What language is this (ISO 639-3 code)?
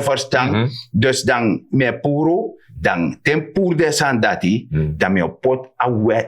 srn